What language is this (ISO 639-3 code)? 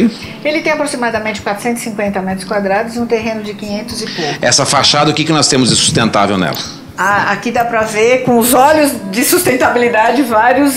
por